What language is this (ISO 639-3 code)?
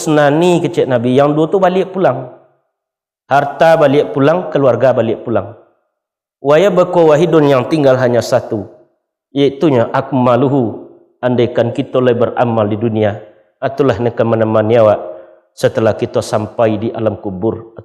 min